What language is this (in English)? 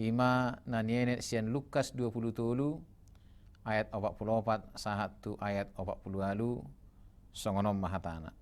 Batak Toba